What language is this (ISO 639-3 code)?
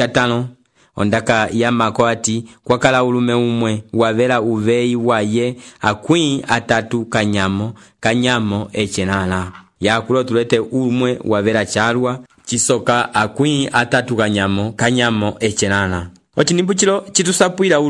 umb